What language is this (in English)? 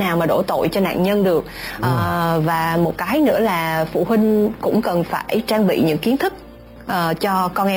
Vietnamese